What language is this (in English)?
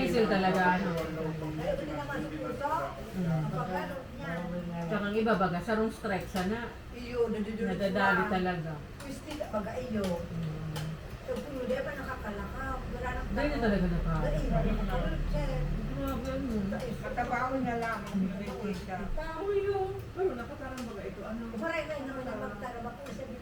Bikol